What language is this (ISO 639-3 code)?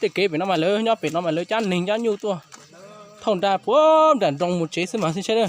hmn